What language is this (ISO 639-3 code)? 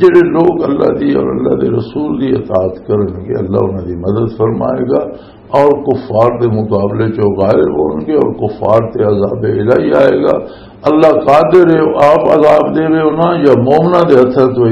lah